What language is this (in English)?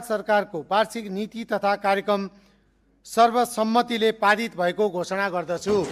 Nepali